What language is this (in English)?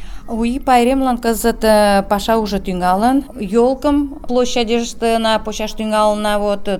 Mari